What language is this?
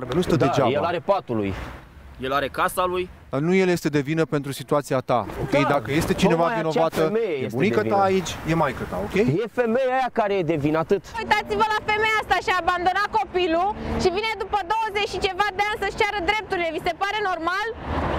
Romanian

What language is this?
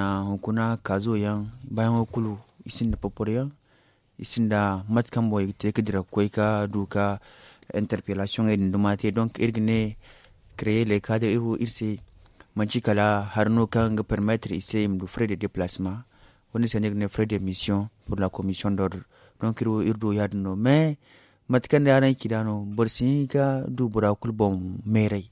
Zarma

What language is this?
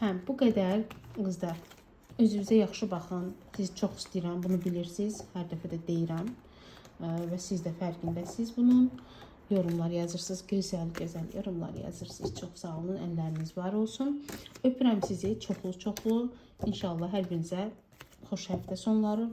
Azerbaijani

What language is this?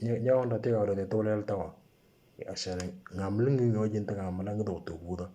Moro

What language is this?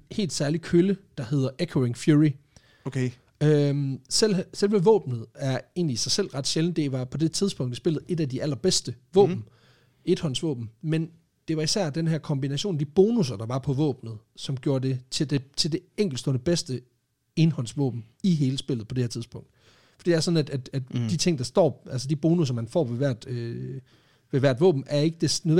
Danish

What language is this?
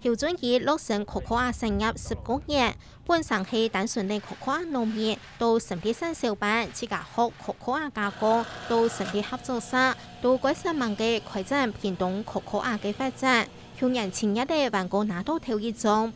Hakka Chinese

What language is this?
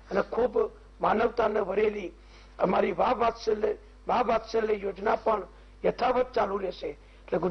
Gujarati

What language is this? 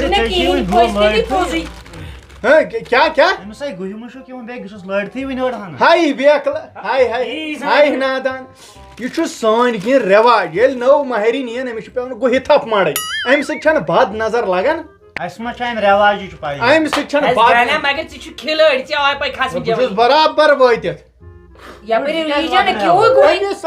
Kashmiri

